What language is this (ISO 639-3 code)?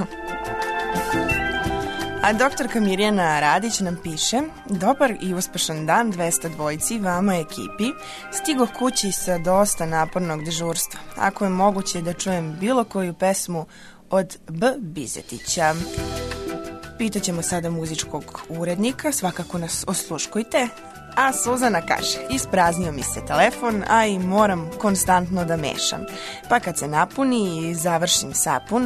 srp